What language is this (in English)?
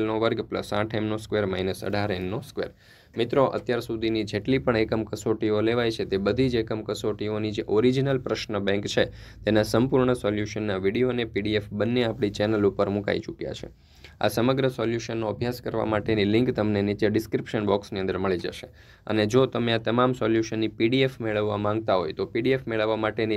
Gujarati